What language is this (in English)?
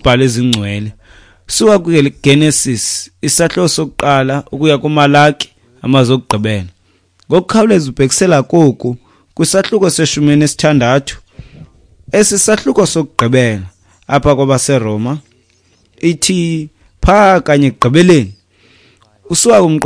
Xhosa